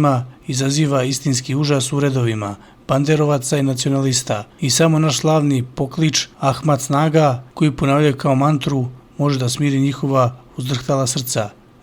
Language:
Serbian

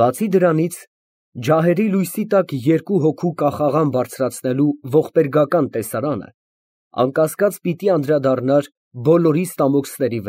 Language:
Armenian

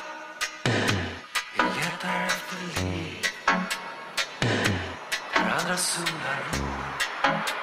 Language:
Swedish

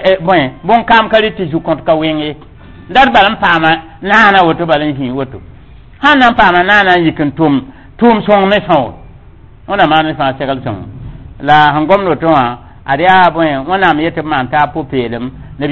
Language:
Mossi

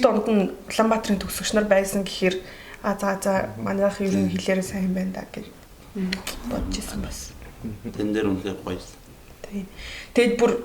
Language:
Mongolian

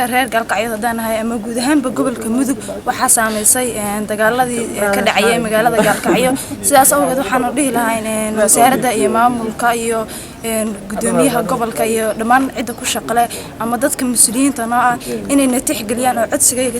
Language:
Somali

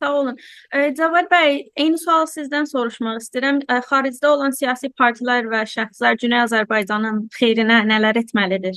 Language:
South Azerbaijani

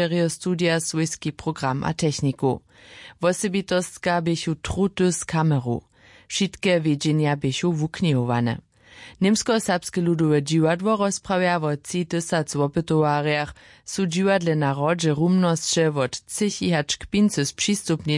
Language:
Upper Sorbian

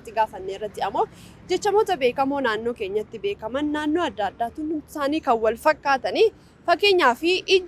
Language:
Oromo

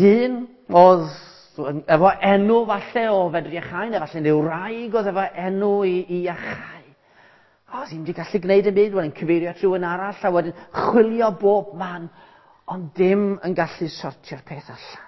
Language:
Welsh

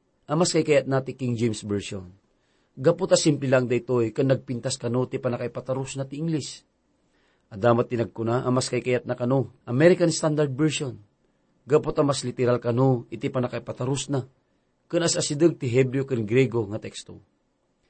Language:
Iloko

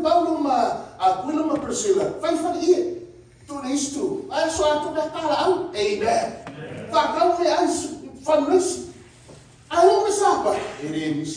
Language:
Samoan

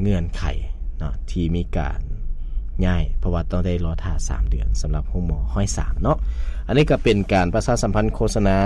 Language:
Lao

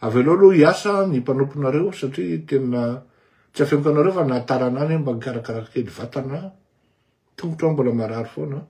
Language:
Malagasy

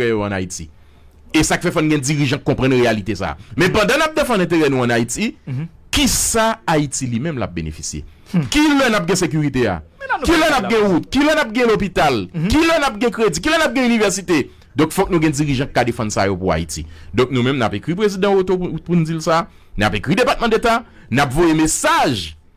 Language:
Haitian Creole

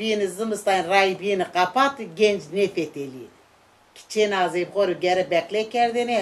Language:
Zaza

